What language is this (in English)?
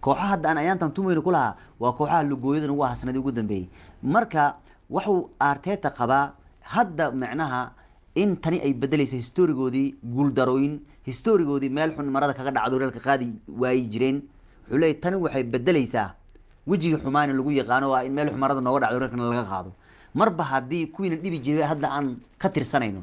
Somali